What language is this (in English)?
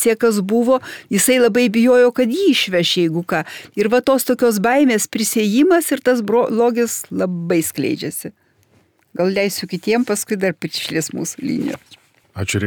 Lithuanian